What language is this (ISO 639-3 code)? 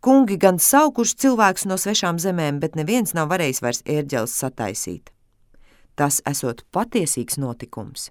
lav